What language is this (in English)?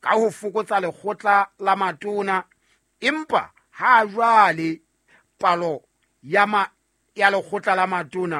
Southern Sotho